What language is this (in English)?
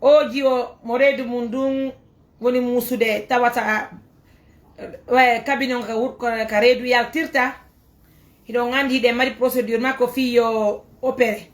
Fula